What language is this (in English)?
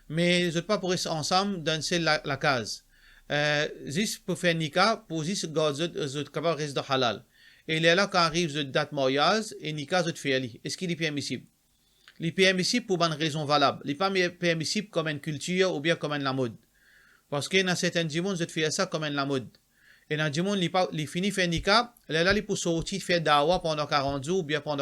Morisyen